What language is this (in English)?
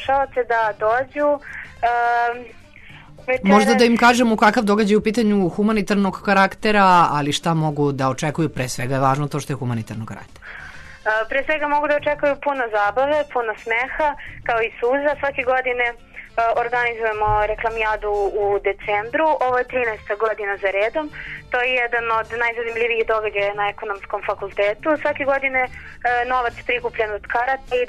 Serbian